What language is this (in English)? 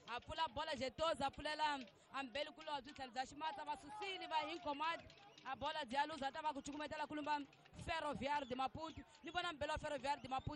Tsonga